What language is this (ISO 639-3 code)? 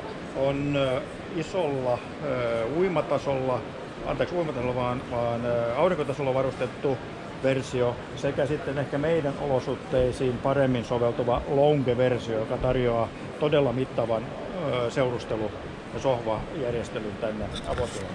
fin